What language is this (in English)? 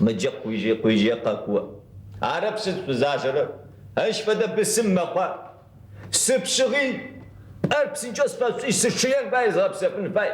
Adyghe